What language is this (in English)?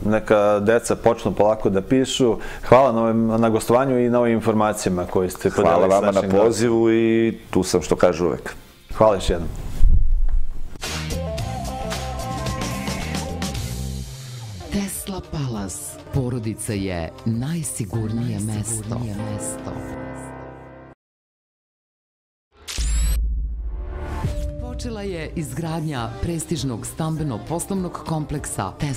Serbian